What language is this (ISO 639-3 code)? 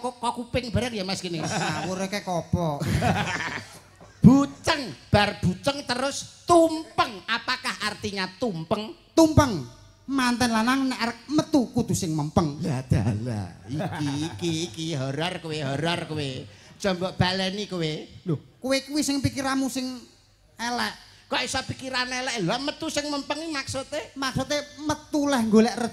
jav